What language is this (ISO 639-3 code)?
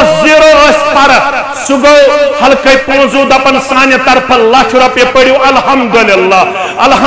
kas